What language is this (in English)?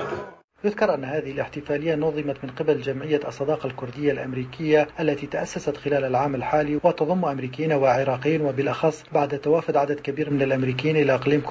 Arabic